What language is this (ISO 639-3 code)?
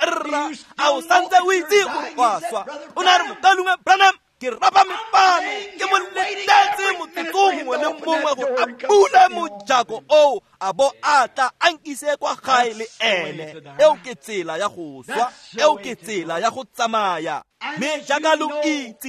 tsn